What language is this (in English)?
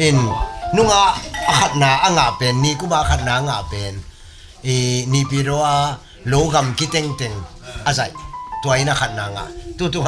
Tedim Chin